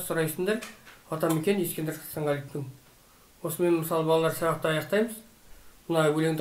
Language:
Kazakh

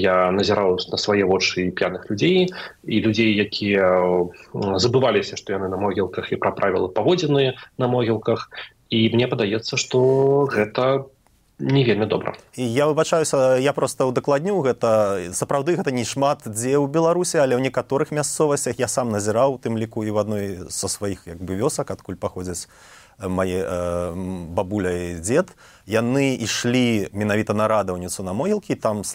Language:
Belarusian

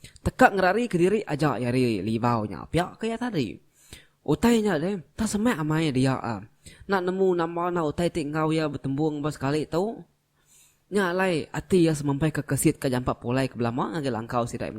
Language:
Iban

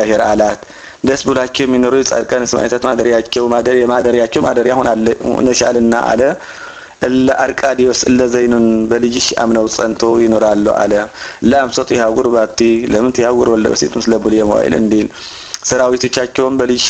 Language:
Amharic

